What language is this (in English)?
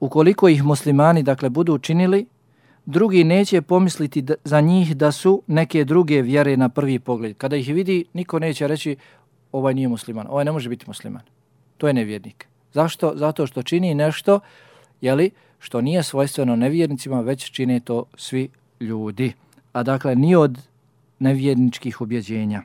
Bosnian